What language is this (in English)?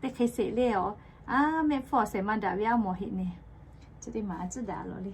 Lahu